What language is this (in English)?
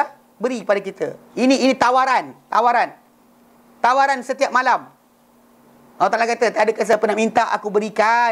Malay